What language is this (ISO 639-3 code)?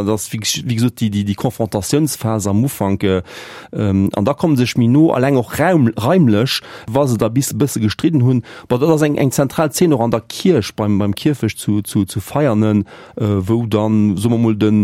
ltz